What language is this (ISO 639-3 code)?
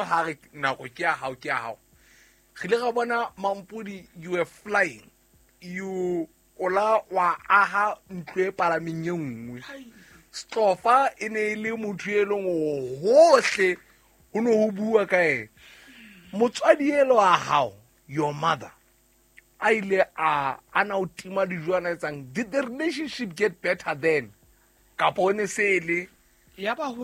sot